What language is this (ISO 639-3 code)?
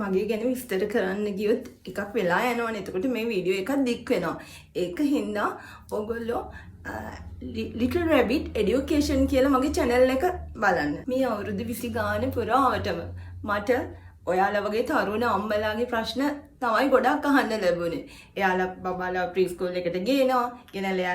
sin